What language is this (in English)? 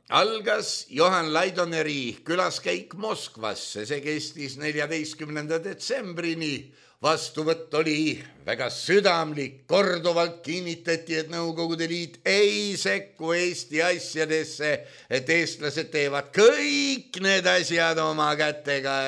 Estonian